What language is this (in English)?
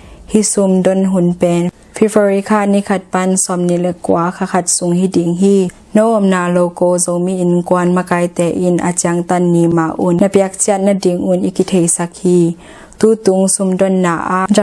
Tedim Chin